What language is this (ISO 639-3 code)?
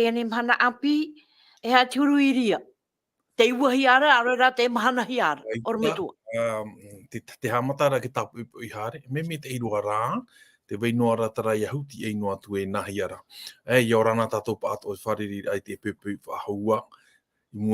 tah